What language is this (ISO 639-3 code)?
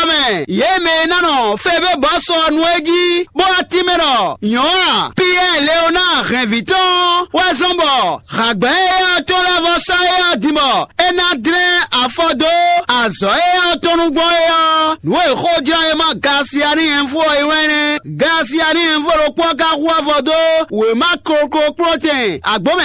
fon